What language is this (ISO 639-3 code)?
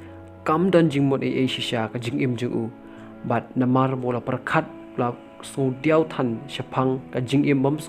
kha